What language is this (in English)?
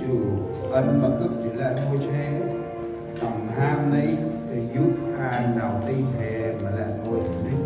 Central Mnong